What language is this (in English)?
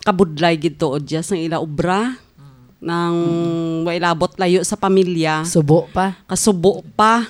Hiligaynon